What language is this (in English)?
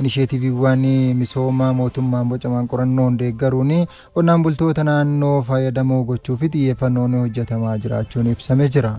Oromo